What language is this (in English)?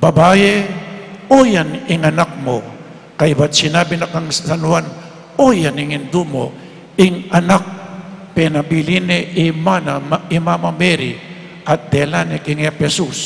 Pampanga